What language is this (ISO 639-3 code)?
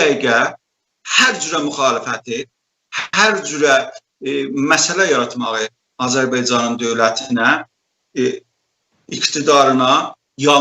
azb